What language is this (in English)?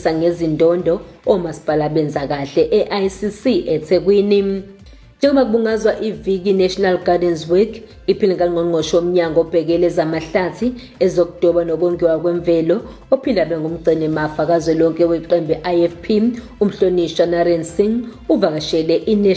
Zulu